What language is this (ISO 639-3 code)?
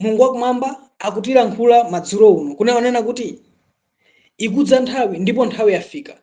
nya